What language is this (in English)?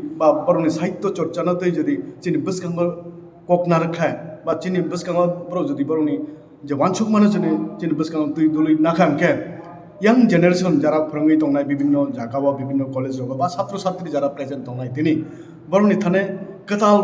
Kok Borok